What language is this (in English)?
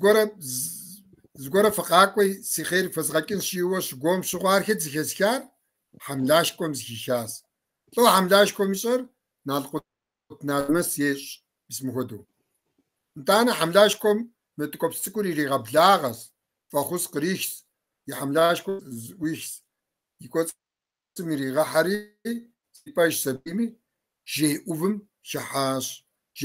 Kabardian